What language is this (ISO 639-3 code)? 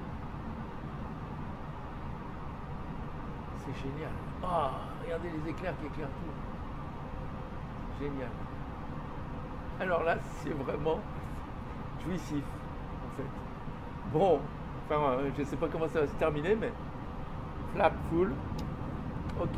fra